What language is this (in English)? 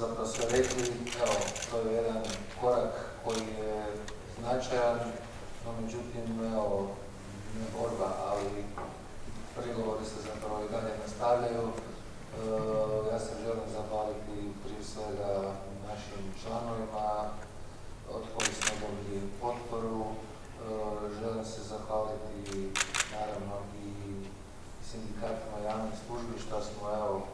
Croatian